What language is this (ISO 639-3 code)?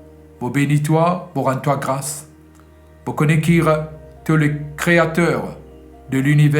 mfe